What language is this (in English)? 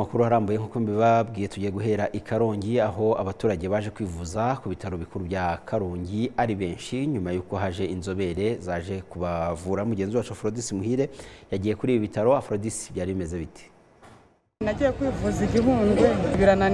Kinyarwanda